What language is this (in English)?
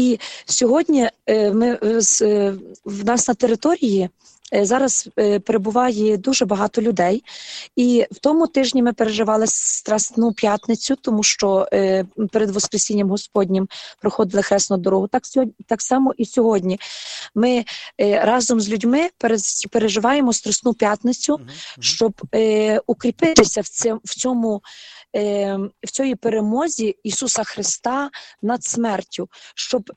Ukrainian